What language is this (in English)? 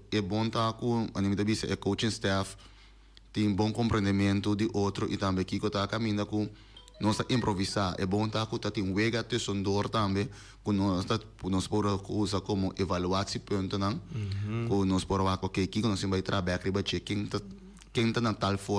Papiamento